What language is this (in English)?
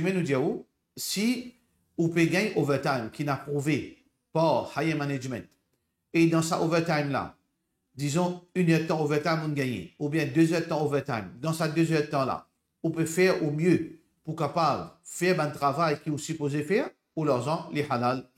Morisyen